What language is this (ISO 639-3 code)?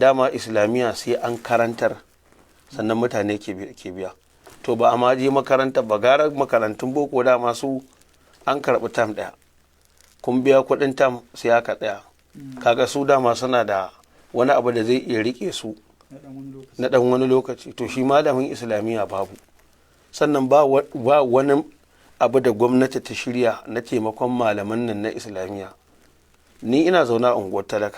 hau